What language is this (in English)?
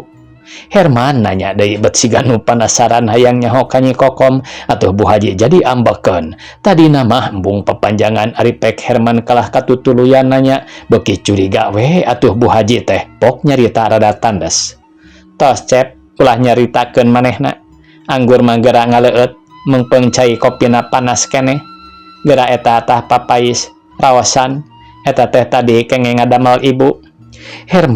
Sundanese